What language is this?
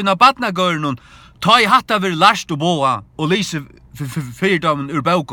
Faroese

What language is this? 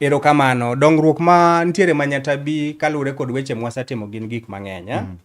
Luo (Kenya and Tanzania)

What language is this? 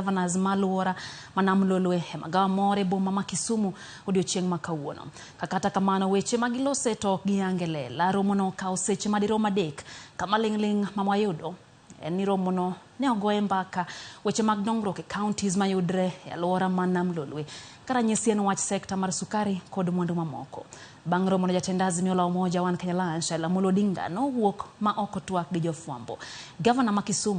Luo (Kenya and Tanzania)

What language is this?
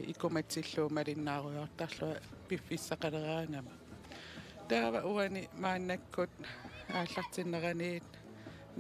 Kalaallisut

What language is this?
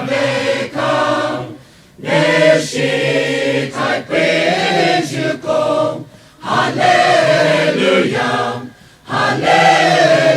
Poumei Naga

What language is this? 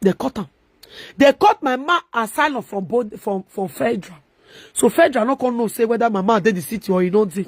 Nigerian Pidgin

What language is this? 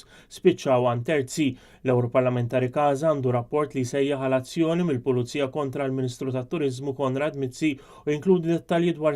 Maltese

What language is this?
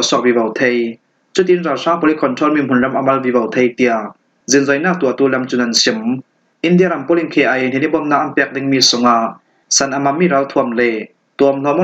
Falam Chin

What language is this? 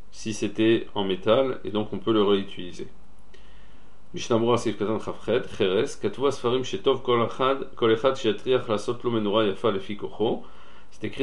French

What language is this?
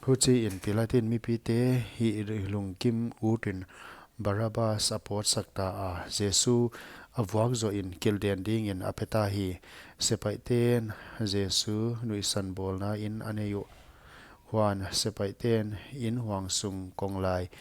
Paite Chin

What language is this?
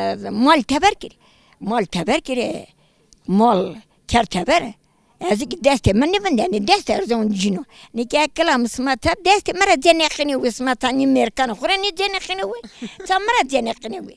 Zaza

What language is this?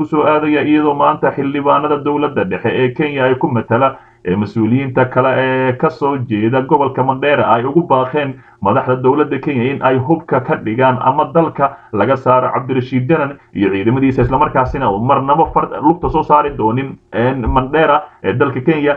Somali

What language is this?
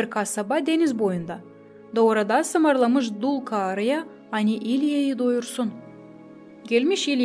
Gagauz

